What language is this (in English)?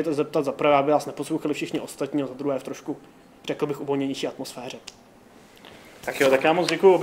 Czech